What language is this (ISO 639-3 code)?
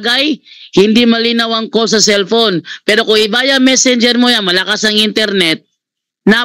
fil